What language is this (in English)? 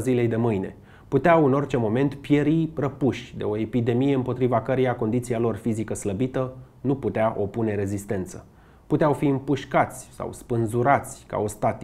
Romanian